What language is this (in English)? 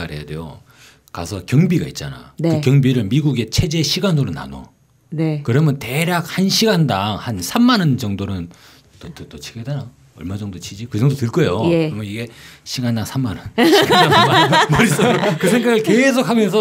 Korean